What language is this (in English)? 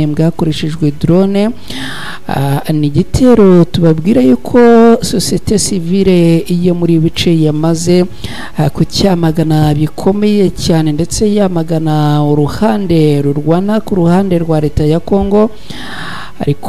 Kinyarwanda